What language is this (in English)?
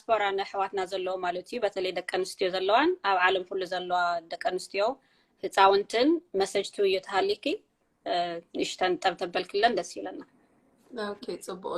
Tigrinya